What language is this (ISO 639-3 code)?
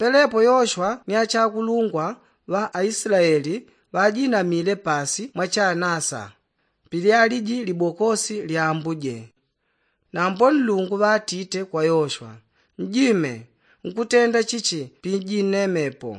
yao